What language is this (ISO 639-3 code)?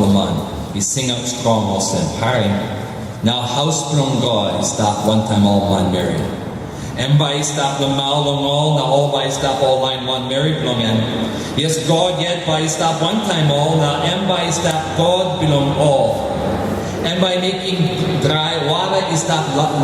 tpi